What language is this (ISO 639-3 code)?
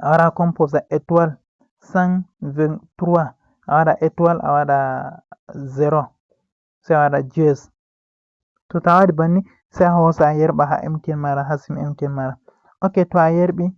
ful